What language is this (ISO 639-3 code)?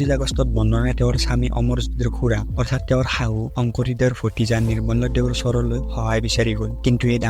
asm